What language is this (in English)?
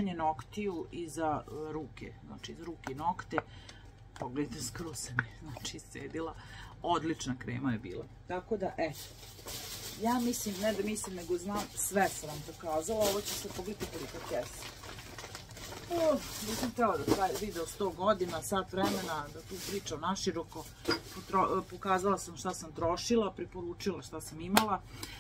Serbian